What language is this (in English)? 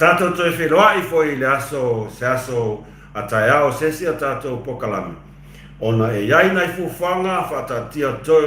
Samoan